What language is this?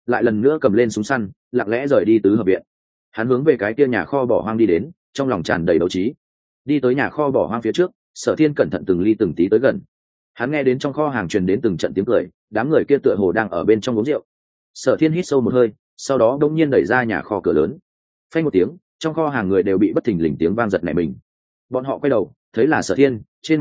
Vietnamese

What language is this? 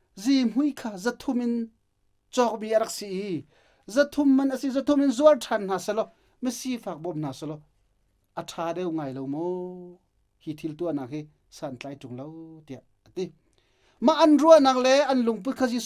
Hakha Chin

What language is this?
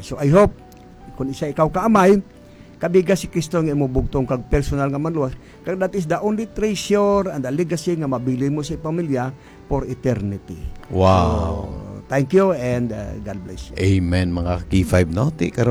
Hiligaynon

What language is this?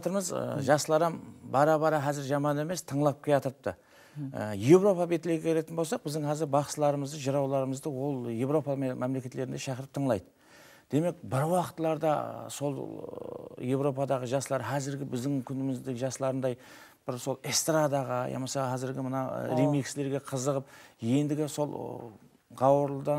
Kara-Kalpak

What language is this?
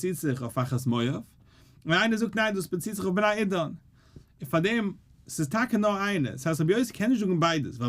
Yiddish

